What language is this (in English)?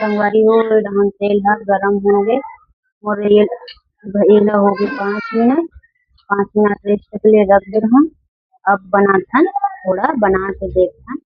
Chhattisgarhi